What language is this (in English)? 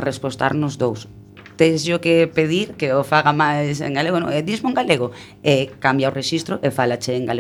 Galician